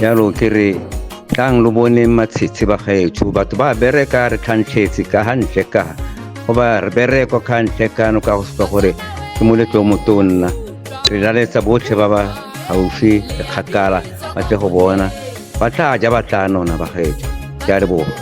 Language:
Tswana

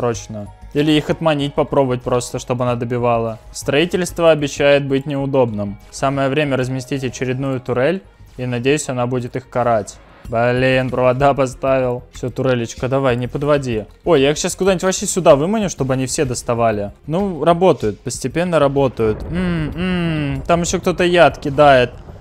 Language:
Russian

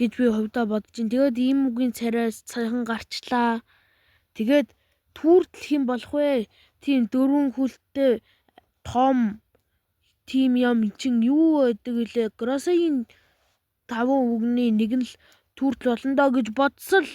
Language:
Mongolian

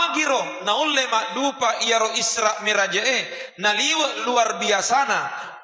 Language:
Buginese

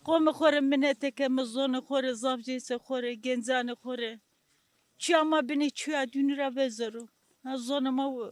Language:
Zaza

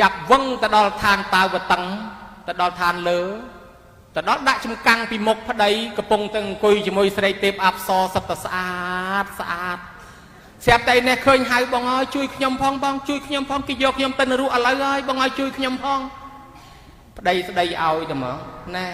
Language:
Khmer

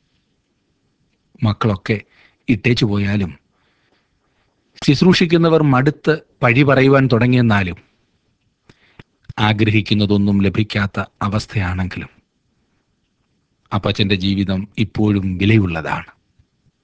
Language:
Malayalam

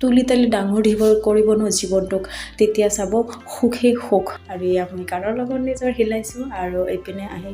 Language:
Assamese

